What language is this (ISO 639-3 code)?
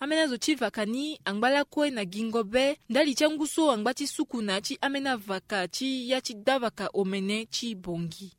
sag